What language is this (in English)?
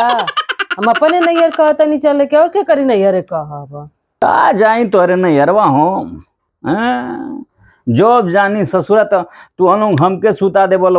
Bhojpuri